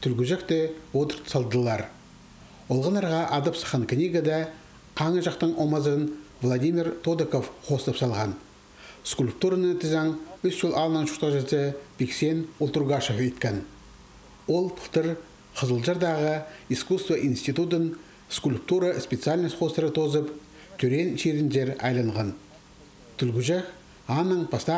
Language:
Khakas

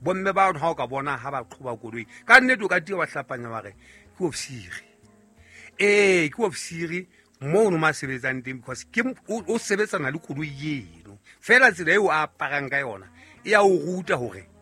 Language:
Southern Sotho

